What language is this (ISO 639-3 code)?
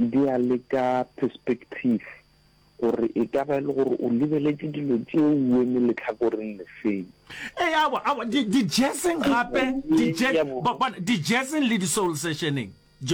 nso